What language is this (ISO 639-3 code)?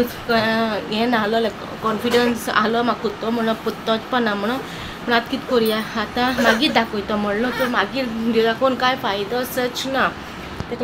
kok